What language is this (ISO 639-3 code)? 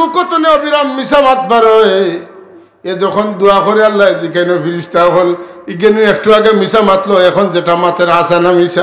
syl